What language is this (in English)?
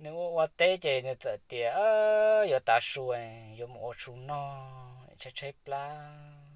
Hmong